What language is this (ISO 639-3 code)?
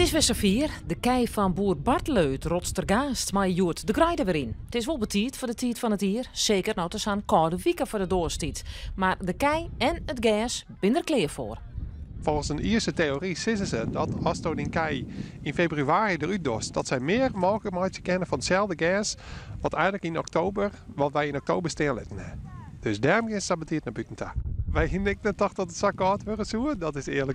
fry